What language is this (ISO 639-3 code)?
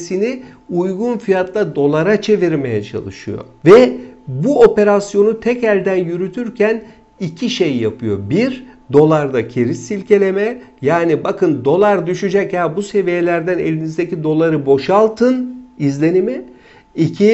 tur